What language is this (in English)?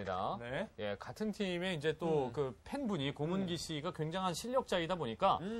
Korean